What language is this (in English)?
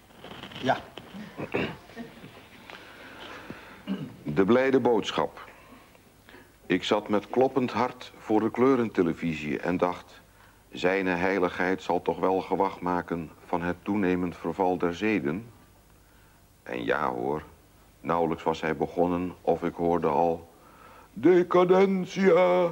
Dutch